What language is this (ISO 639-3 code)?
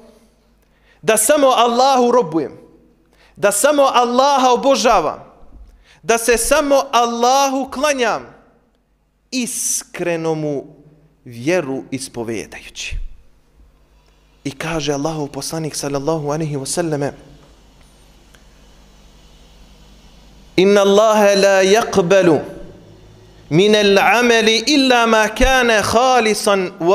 bos